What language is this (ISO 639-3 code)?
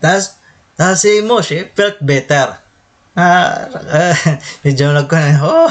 war